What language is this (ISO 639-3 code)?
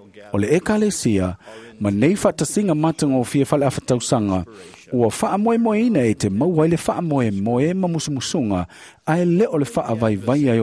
smo